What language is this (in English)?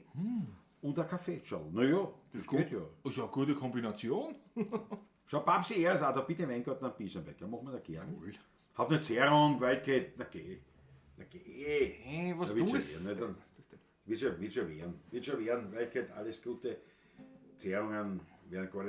Bavarian